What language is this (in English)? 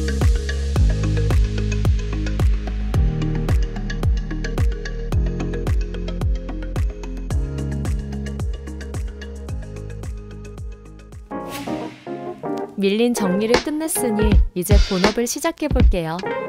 Korean